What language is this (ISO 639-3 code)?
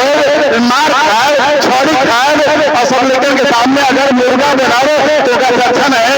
mag